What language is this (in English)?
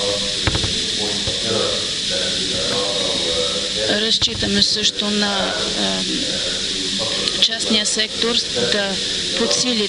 Bulgarian